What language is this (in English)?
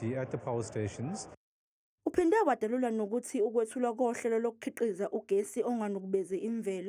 Zulu